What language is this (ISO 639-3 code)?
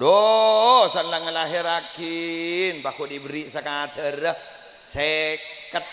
mad